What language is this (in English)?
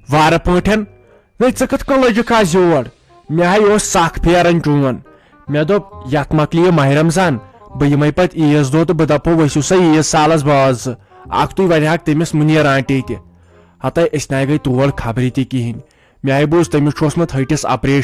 Kashmiri